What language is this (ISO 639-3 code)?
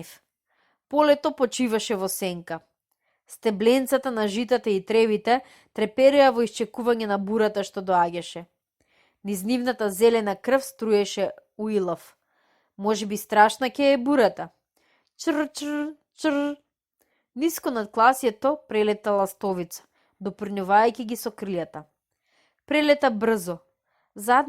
mkd